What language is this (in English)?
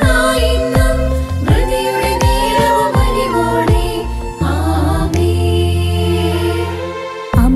Malayalam